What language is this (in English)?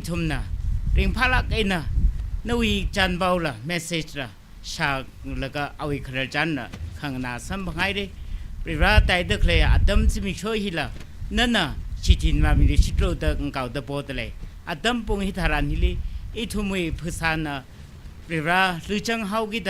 Tangkhul Naga (India)